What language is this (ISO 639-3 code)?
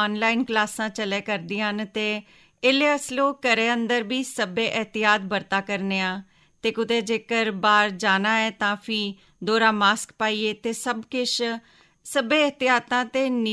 doi